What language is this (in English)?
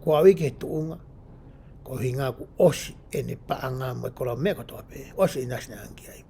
Tongan